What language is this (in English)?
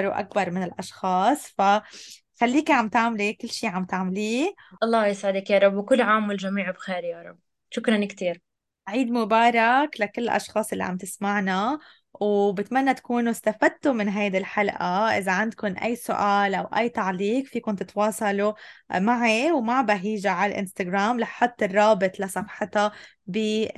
North Levantine Arabic